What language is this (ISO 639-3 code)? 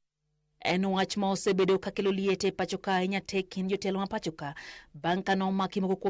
luo